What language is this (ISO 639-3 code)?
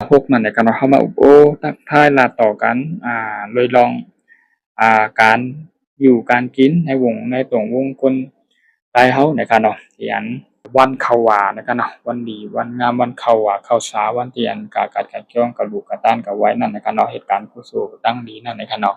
shn